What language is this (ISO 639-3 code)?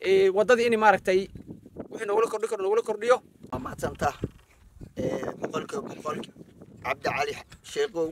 som